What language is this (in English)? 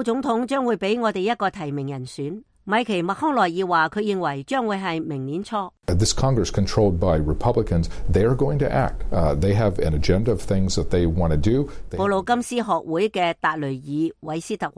Cantonese